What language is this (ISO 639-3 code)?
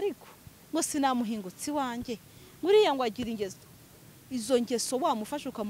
kin